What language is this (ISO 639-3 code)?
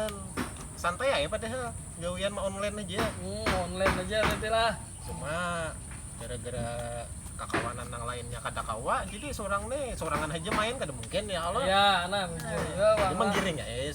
bjn